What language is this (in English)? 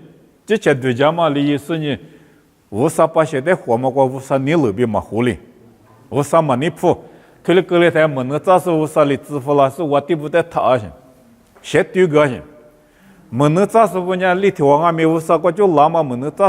Lisu